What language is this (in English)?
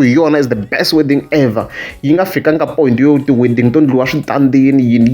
Tsonga